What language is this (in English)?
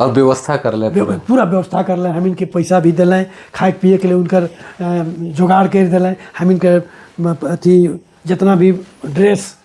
Sadri